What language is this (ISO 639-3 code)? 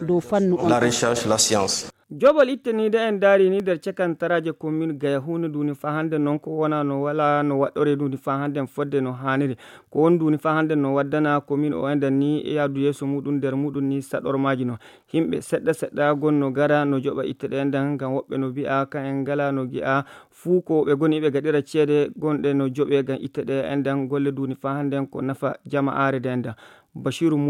ful